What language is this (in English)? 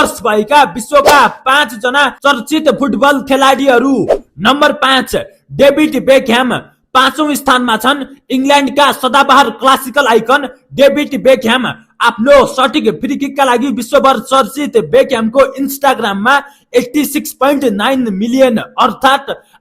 Nepali